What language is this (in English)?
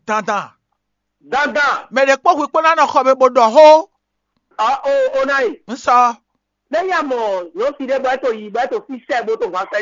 Fon